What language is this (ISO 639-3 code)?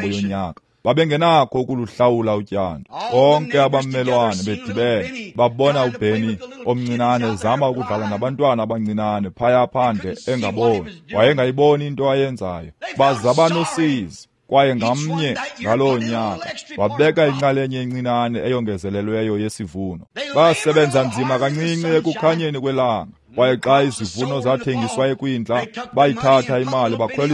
xho